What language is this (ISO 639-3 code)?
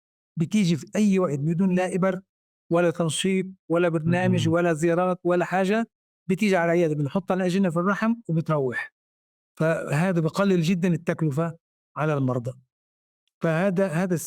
apc